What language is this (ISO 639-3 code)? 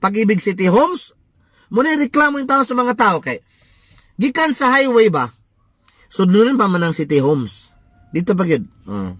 ceb